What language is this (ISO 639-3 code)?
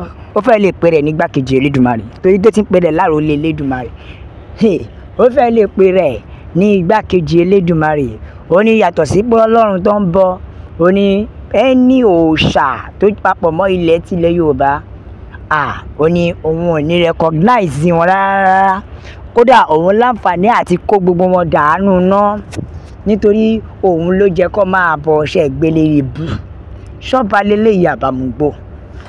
yor